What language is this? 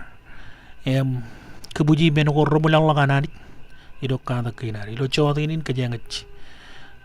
Marshallese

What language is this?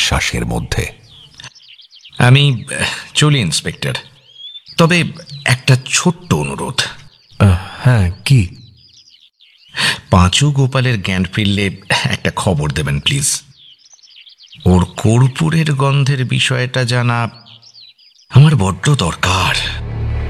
Bangla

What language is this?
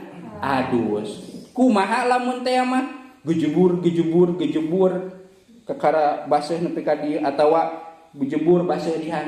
Sundanese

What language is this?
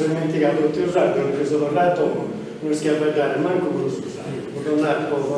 Sardinian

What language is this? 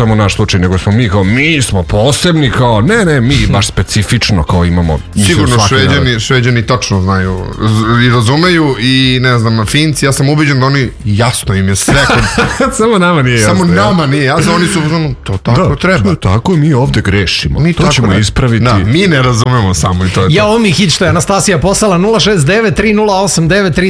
Serbian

